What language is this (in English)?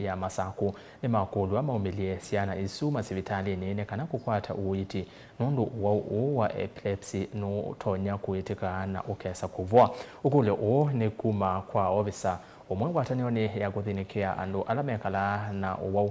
Kamba